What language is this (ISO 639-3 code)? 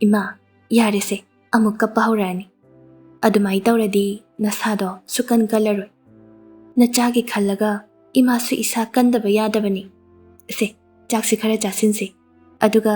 mni